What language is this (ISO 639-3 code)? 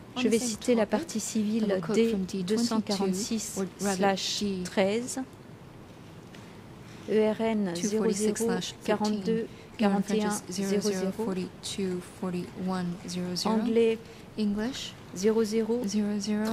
fra